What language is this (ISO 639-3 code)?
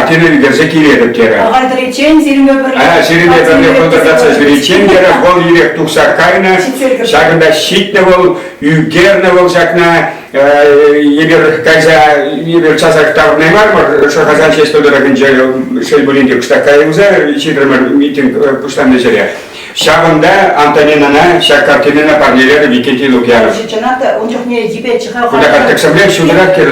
chv